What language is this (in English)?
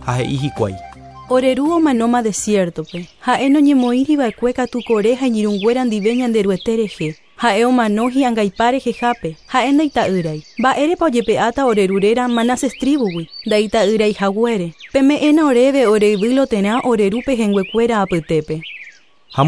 Guarani